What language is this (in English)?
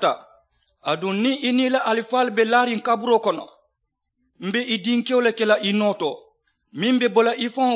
Mandingo